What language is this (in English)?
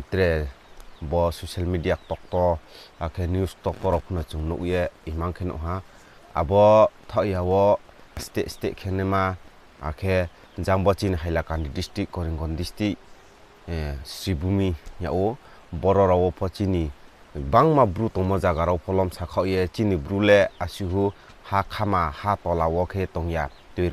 Riang (India)